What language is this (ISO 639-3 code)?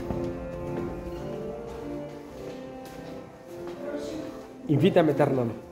eus